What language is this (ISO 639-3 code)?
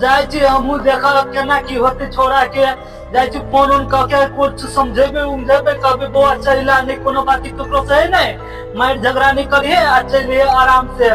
mai